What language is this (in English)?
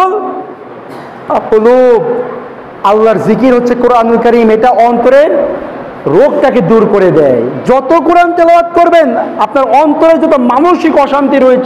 Bangla